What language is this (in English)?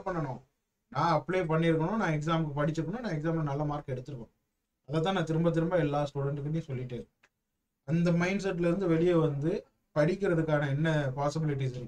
Tamil